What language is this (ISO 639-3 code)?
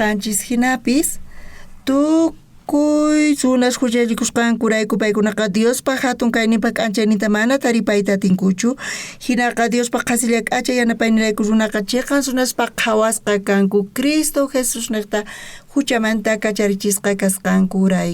quh